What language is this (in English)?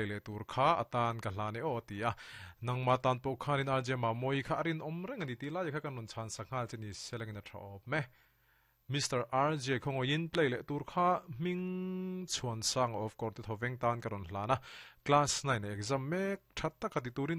Mizo